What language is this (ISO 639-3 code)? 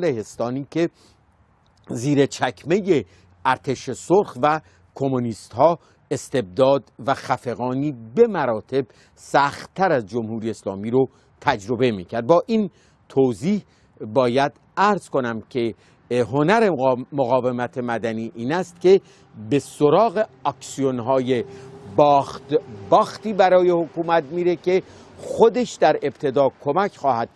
fas